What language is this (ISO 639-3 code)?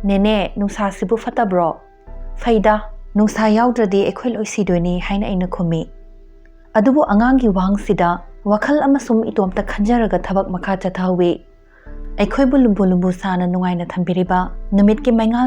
mni